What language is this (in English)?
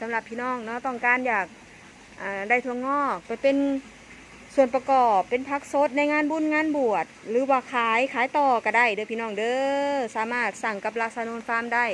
Northeastern Thai